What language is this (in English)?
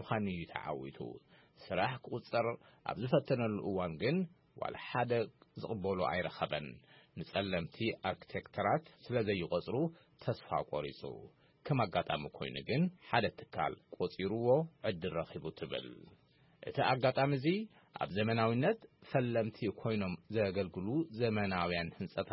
Tigrinya